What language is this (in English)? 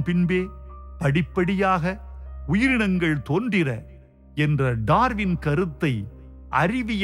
Tamil